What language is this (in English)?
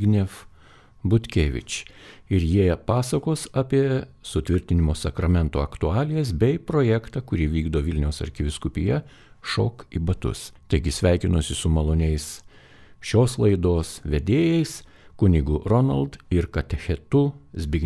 Lithuanian